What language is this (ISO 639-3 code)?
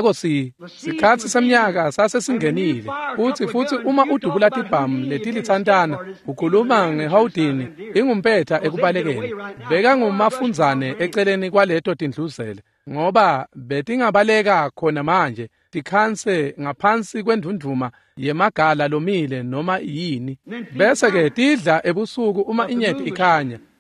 ssw